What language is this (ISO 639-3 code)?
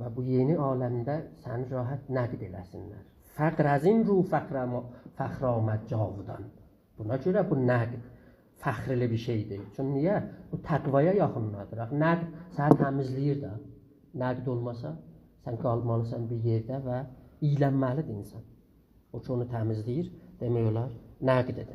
azb